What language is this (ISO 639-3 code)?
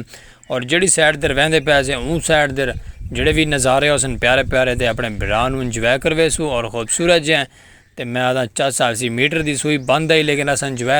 skr